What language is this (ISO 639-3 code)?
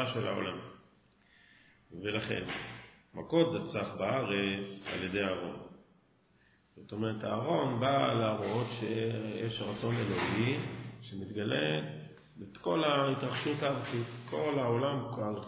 heb